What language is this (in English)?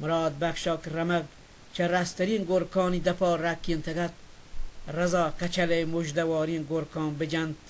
Baluchi